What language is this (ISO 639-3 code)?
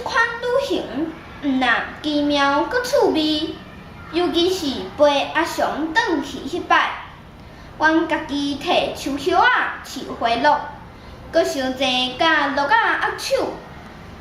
nan